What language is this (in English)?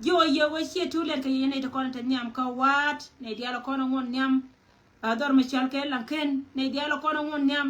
Nuer